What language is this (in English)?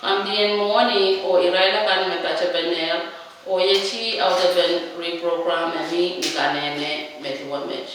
Pohnpeian